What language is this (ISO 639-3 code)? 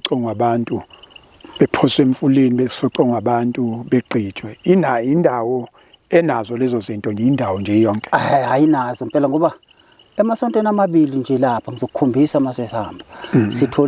zul